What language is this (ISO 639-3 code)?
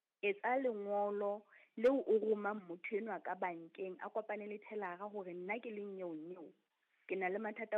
sot